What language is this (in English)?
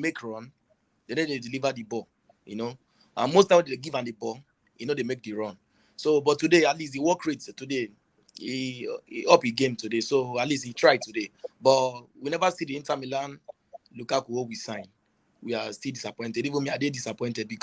Nigerian Pidgin